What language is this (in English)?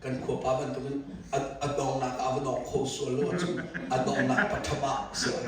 Hakha Chin